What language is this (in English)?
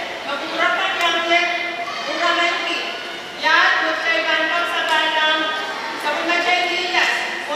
Pohnpeian